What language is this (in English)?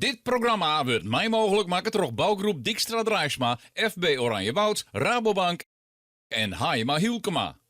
Western Frisian